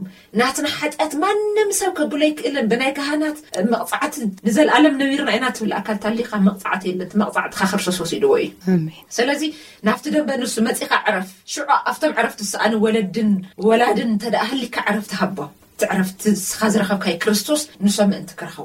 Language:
Tigrinya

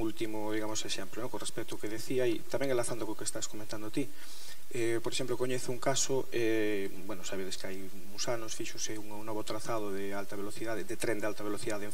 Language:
Galician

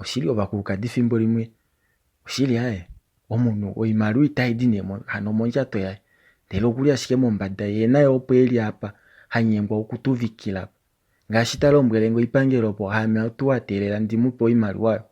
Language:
Kuanyama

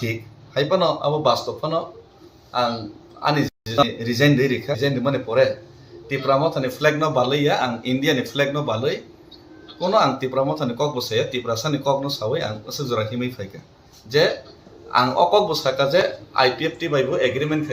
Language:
Kok Borok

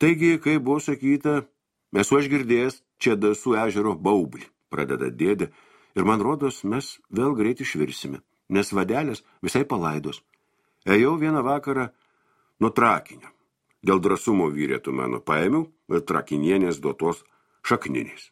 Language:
Lithuanian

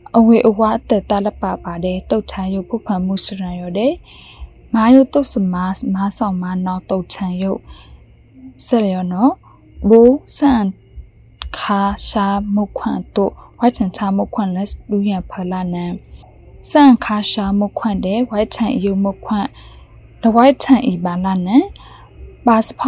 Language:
Burmese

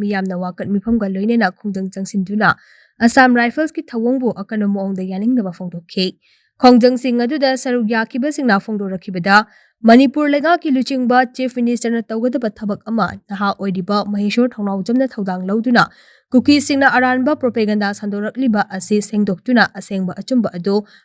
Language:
Manipuri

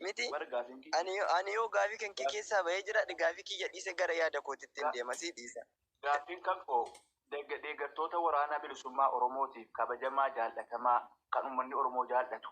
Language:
Oromo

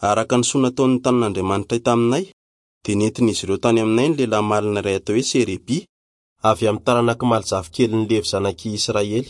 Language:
Malagasy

